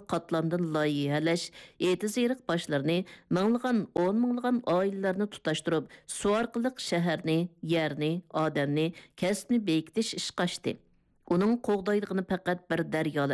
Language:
Uyghur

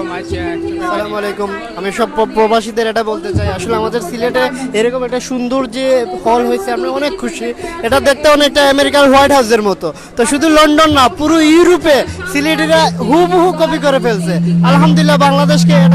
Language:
Sylheti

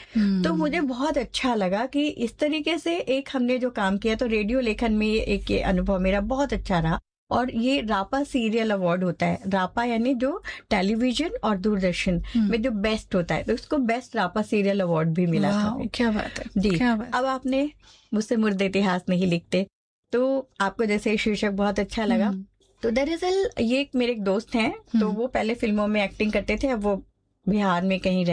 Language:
Hindi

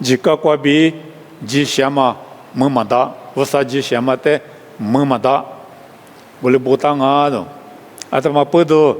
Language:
Lisu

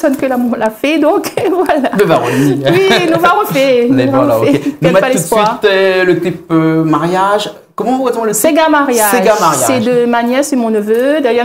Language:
Réunion Creole French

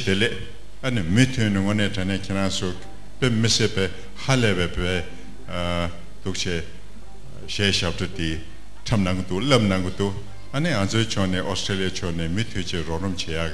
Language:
Tibetan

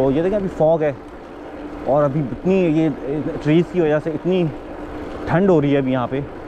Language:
Hindi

